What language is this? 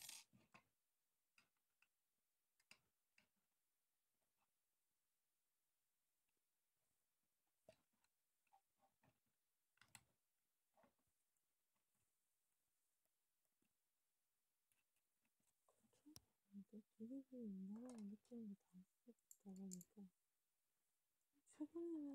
Korean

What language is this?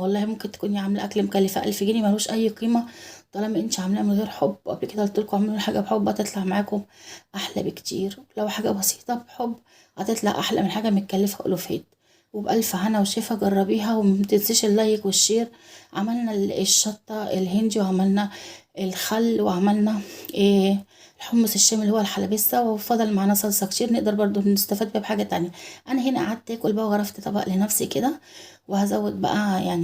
Egyptian Arabic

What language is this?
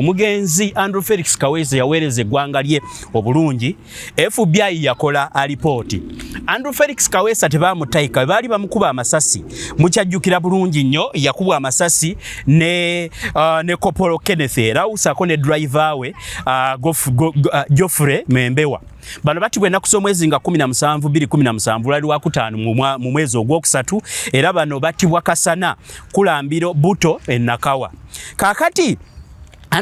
Ganda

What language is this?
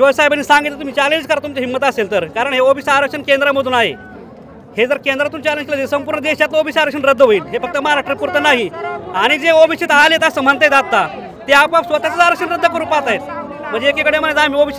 Marathi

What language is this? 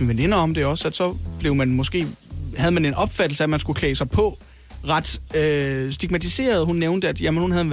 Danish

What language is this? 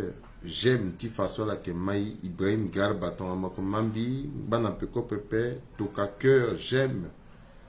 Sango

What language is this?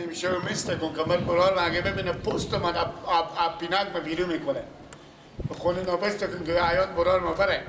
Persian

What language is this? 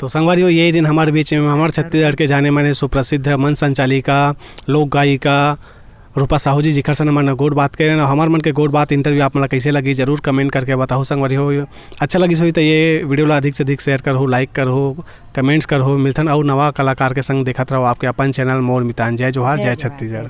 Chhattisgarhi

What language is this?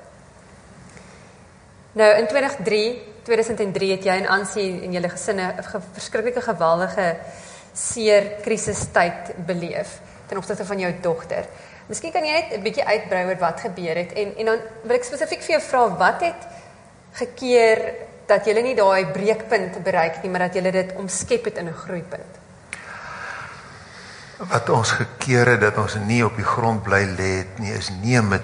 Afrikaans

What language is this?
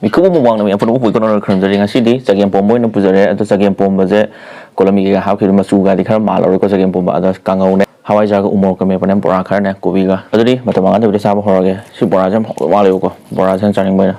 Manipuri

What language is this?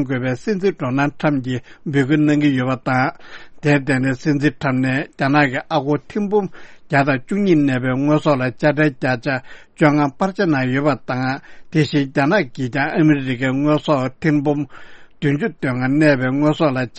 Tibetan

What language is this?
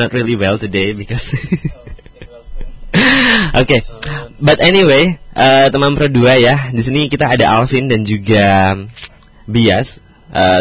Indonesian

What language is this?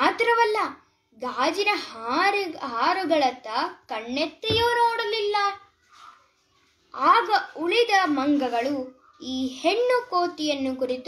Kannada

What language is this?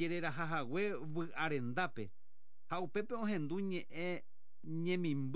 Guarani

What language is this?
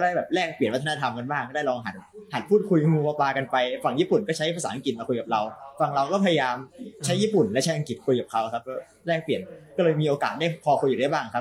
Thai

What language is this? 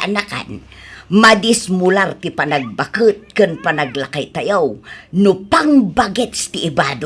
Iloko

